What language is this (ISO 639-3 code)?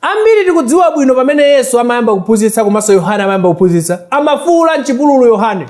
nya